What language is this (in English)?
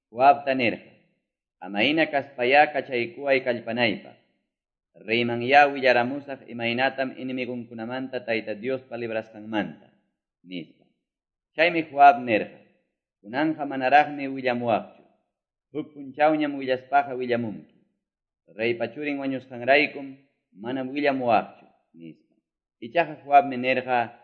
Quechua